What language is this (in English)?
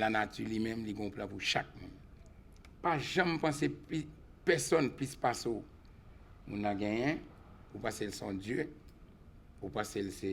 Haitian Creole